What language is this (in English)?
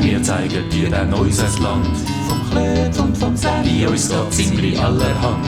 Swiss German